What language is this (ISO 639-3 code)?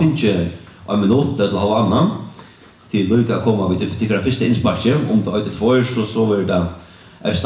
fao